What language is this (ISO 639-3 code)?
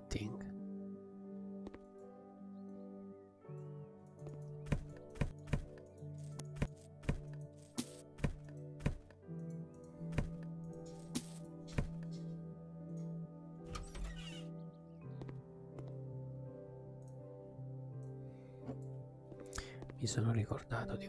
ita